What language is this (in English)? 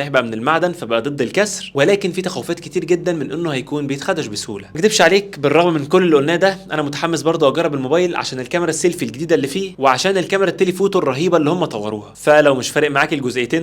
Egyptian Arabic